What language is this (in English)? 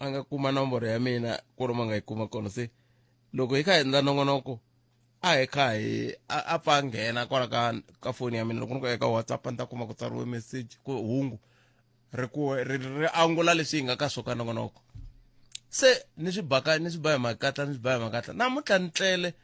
Tsonga